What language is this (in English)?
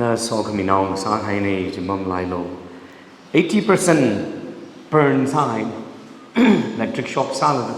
Tangkhul Naga (India)